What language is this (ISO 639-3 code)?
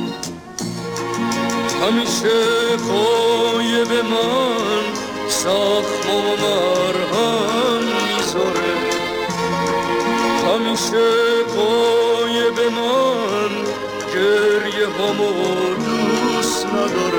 fas